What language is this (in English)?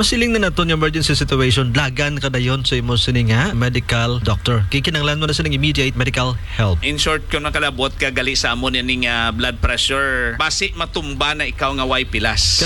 Hiligaynon